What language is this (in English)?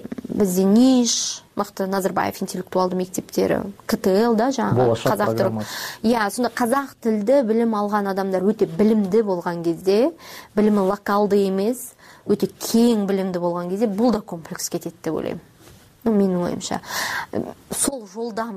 Kyrgyz